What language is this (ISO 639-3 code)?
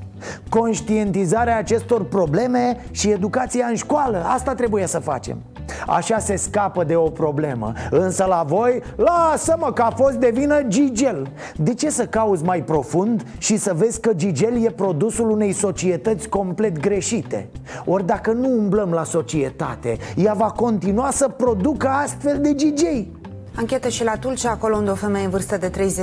ron